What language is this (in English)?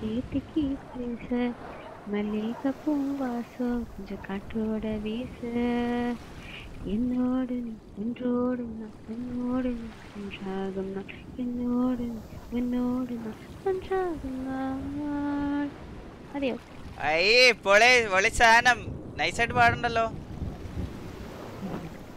Malayalam